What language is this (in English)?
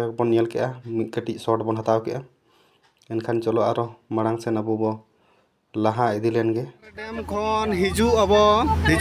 Santali